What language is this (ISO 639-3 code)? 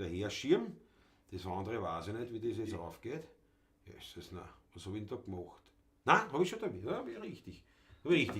bar